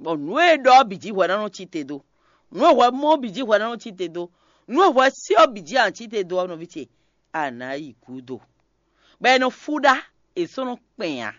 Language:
Fon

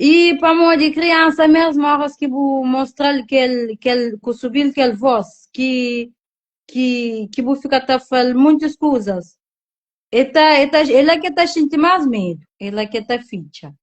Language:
Kabuverdianu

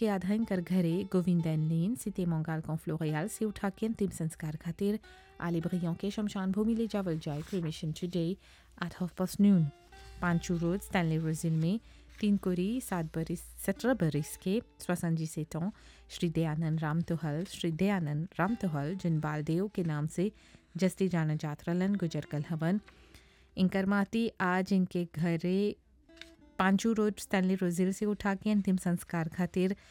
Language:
Bhojpuri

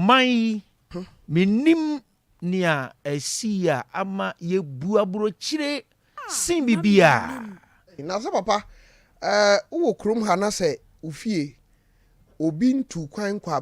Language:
Akan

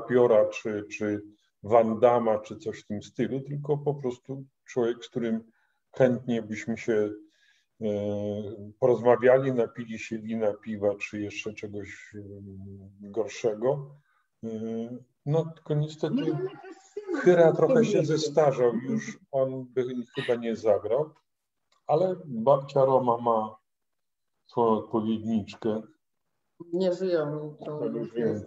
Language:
Polish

